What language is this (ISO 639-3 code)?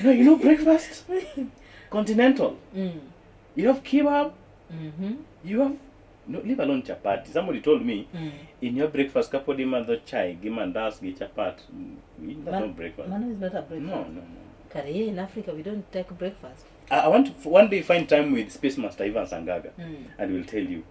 luo